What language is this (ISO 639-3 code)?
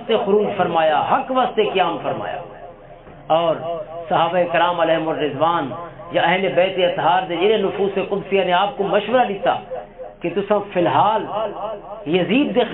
lah